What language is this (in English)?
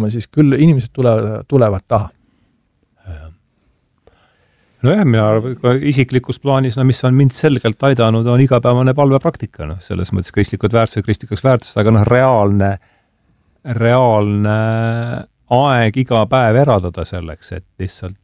Estonian